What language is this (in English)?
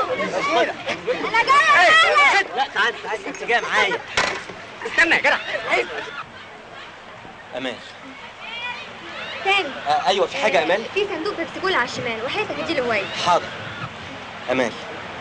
Egyptian Arabic